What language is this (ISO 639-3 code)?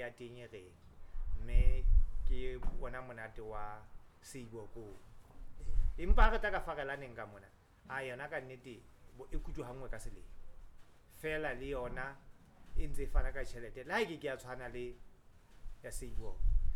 sot